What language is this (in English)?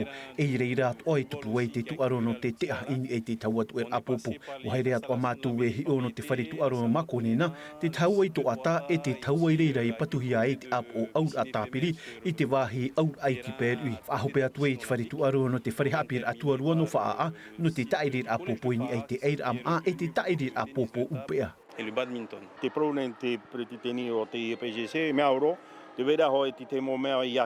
Tahitian